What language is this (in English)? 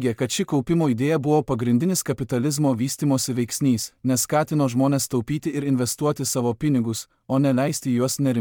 Lithuanian